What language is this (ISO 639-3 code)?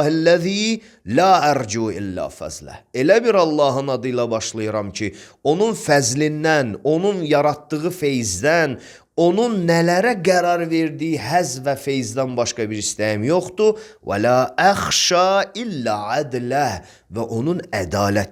aze